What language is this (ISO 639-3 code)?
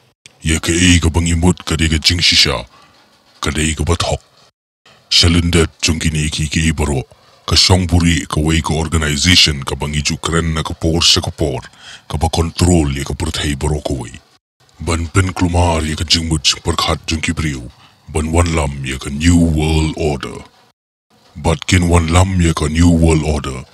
kha